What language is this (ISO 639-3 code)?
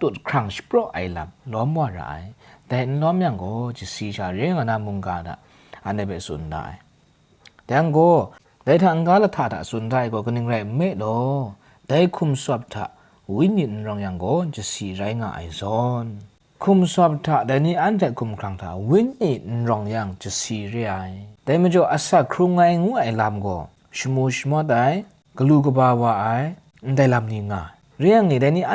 kac